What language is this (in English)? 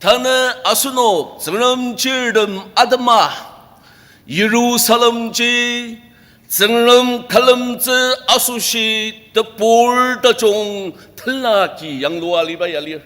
Ao Naga